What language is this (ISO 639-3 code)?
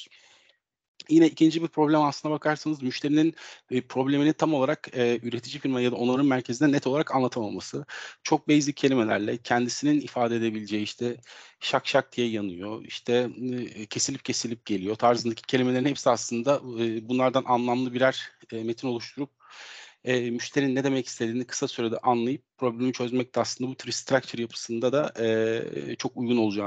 tur